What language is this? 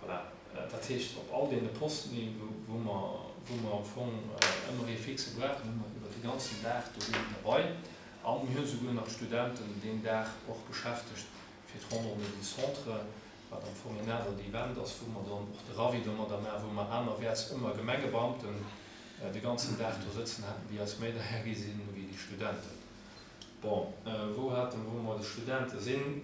Luxembourgish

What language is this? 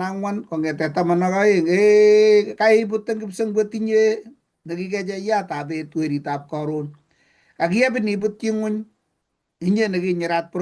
Kalenjin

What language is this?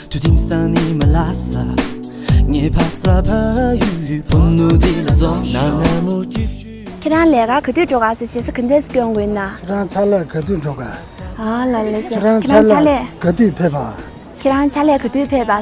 Tibetan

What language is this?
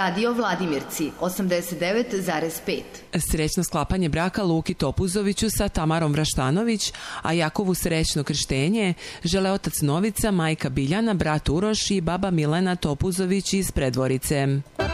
Serbian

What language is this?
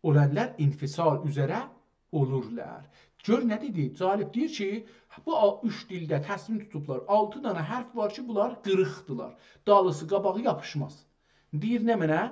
South Azerbaijani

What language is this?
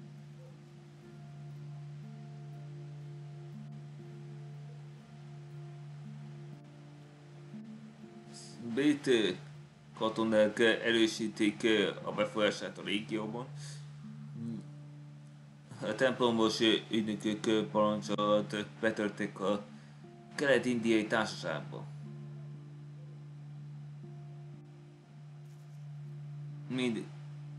Hungarian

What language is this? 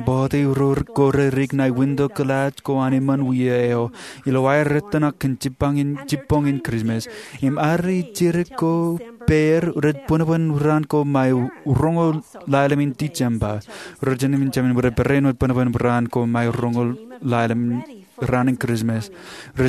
Marshallese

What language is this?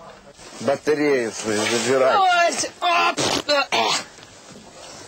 Russian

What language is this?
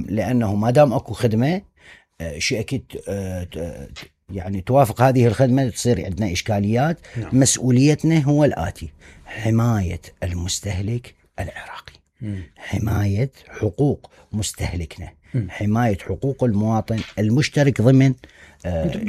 Mesopotamian Arabic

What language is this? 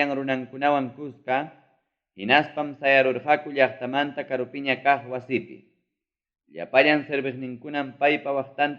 Ayacucho Quechua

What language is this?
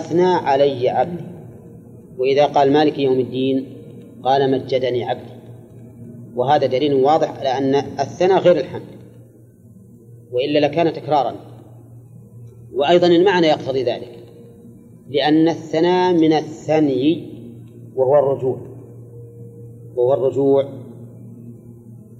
Arabic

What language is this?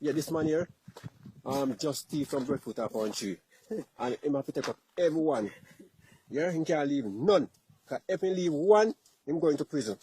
Jamaican Creole English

